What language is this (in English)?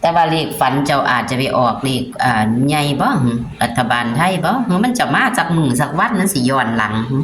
Northeastern Thai